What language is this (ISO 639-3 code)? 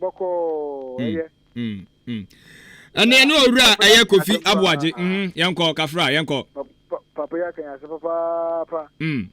aka